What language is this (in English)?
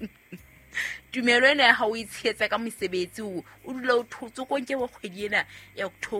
Southern Sotho